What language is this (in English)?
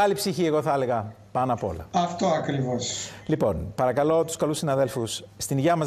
Greek